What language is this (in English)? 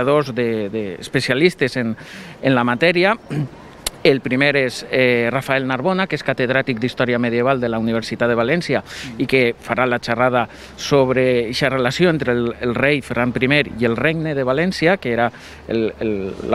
Catalan